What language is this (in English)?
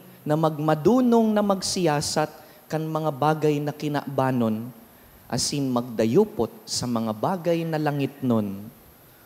Bikol